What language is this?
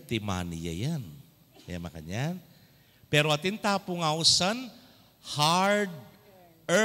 Pampanga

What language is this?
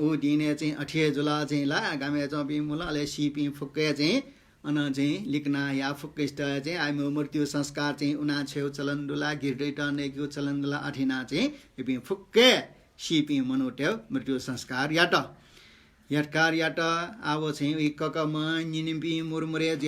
Newari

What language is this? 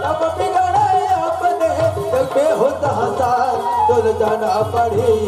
Chhattisgarhi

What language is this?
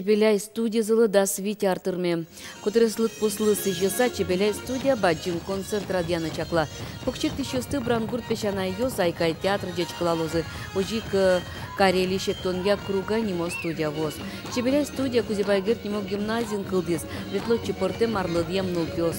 Udmurt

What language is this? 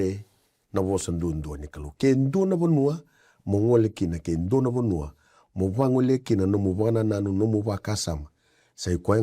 Fijian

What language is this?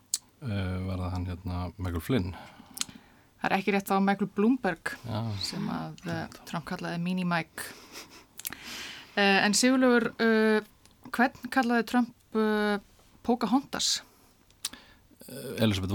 Icelandic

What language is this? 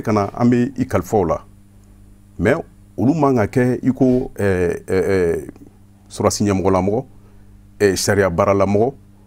Bambara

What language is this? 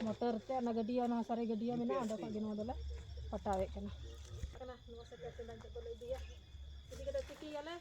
Santali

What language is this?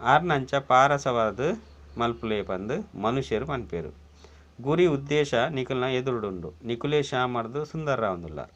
Tulu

